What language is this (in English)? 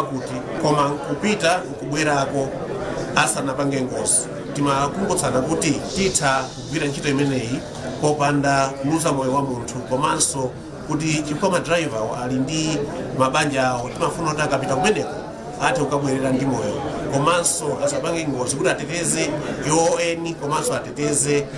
Nyanja